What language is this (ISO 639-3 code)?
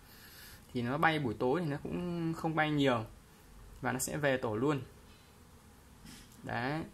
vie